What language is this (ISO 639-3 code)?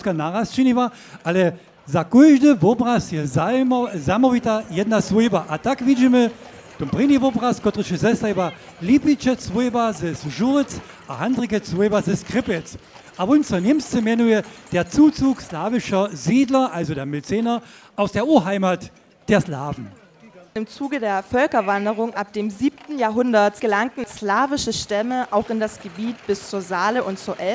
hsb